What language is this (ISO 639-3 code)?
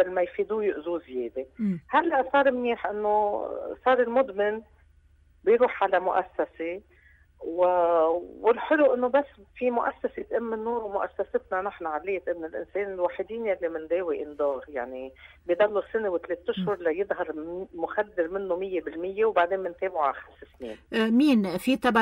apc